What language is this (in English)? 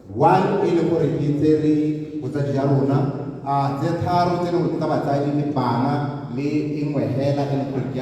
Tswana